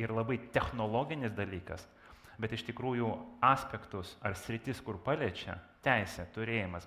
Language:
Lithuanian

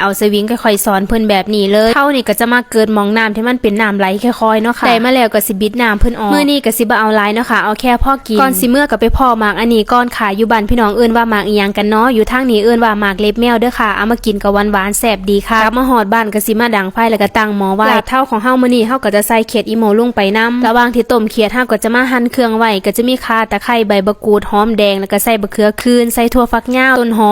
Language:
Northeastern Thai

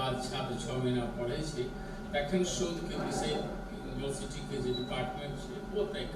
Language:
Maithili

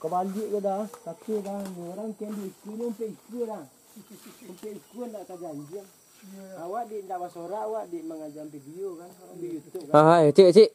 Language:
Minangkabau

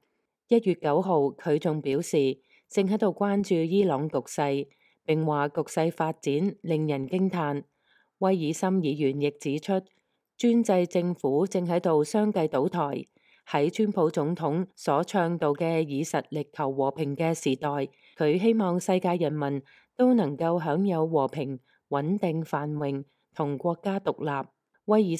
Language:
Cantonese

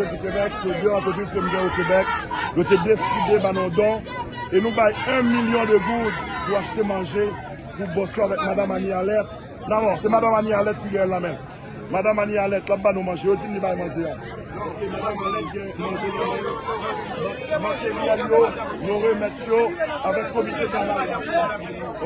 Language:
Haitian Creole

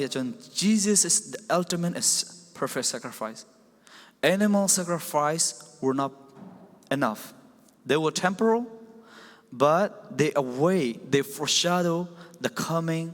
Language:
Falam Chin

